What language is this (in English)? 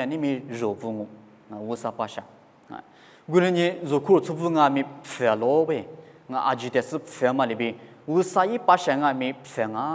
Lisu